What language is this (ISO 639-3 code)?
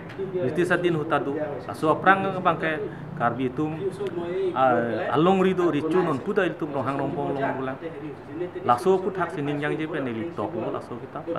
mjw